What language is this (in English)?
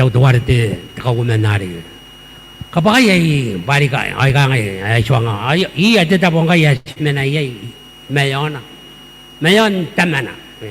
Gilbertese